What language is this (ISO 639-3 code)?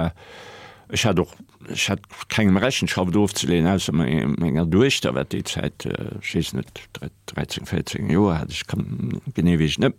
ltz